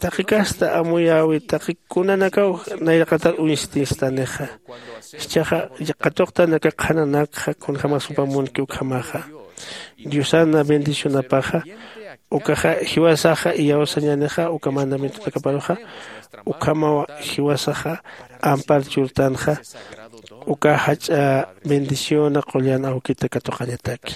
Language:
Aymara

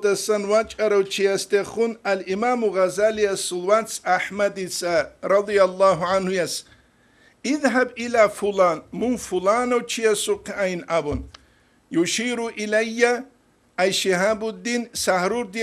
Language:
Avaric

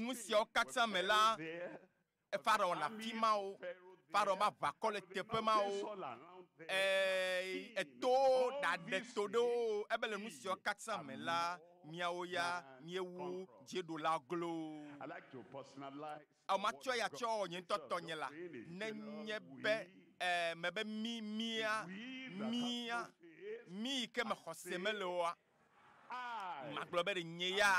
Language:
Ewe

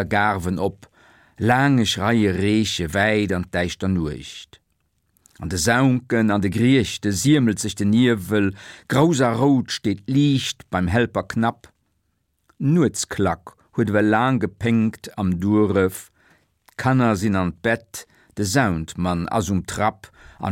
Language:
Luxembourgish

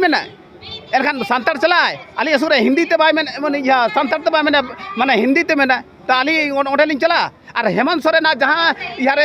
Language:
Santali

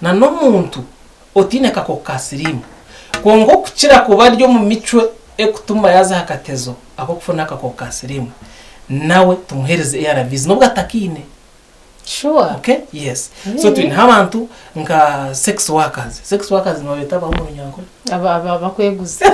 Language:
Nyankole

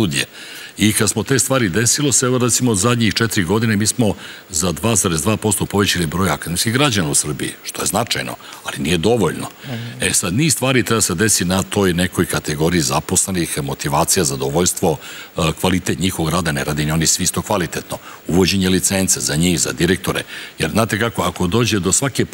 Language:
Serbian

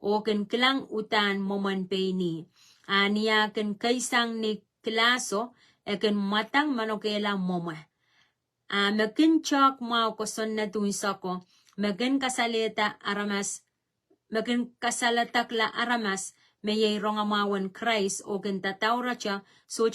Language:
Pohnpeian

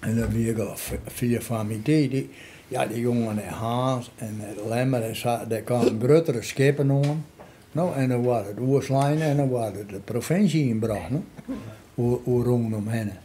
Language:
Western Frisian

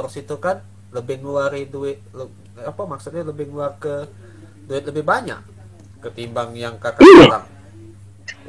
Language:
Musi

